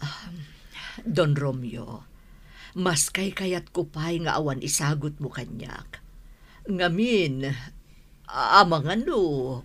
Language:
Iloko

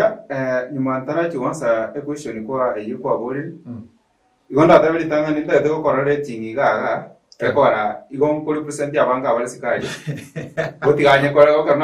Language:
Gusii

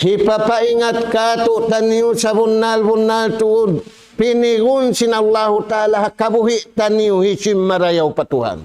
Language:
Tausug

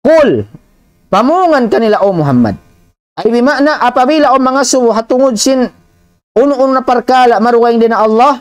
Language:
Tausug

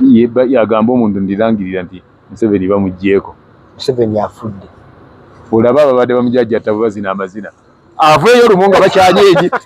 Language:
Ganda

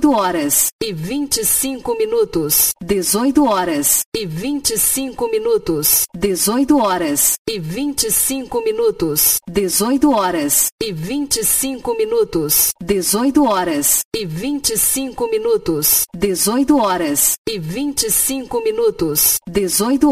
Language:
Portuguese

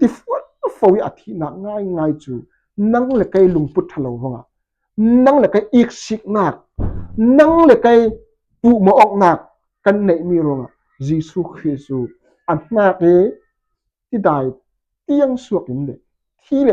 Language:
Falam Chin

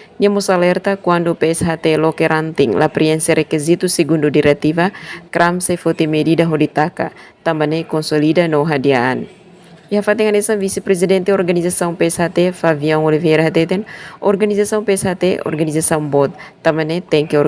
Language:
Tetum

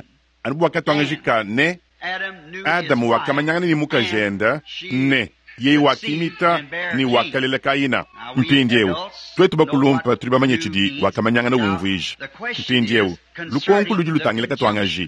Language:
Luba-Lulua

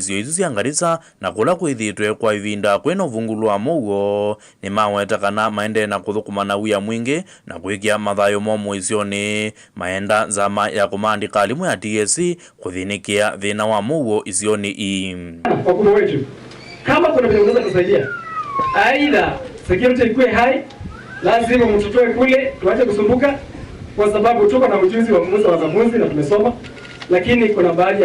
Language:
Kamba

